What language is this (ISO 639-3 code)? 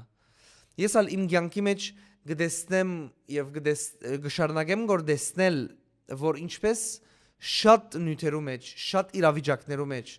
hyw